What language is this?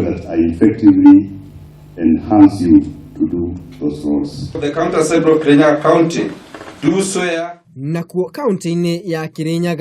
Kikuyu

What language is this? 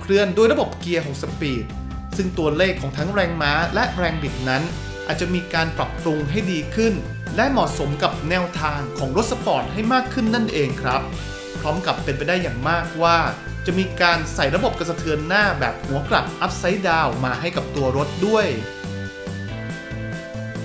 Thai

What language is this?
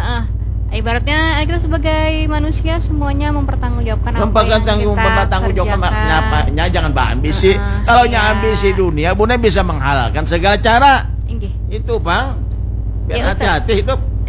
Banjar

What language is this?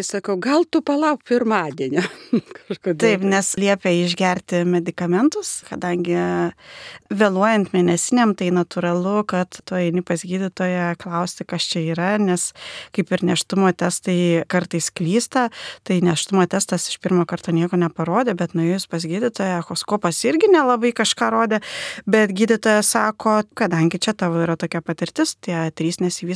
Lithuanian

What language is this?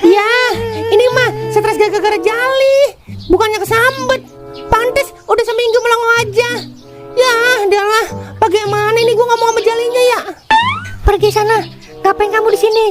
Betawi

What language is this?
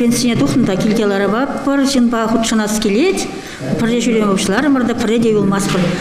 Chuvash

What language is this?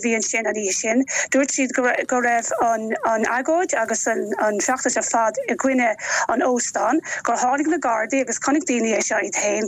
Irish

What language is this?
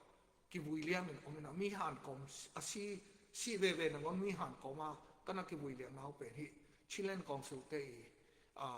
Tedim Chin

